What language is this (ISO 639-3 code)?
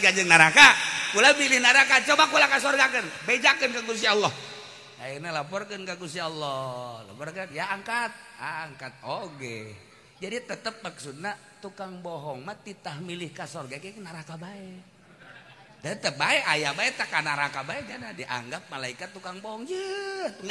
sun